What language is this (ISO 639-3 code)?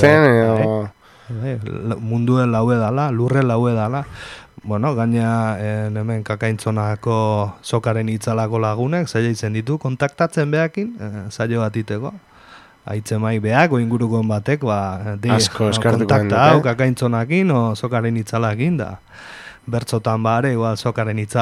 eus